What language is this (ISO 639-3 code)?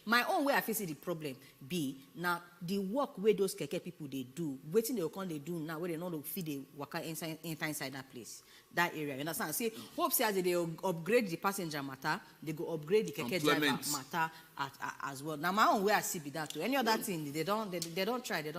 pcm